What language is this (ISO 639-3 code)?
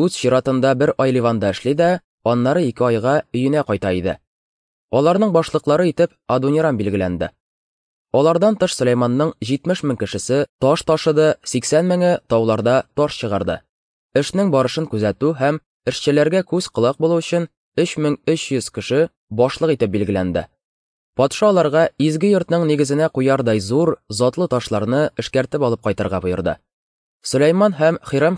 tat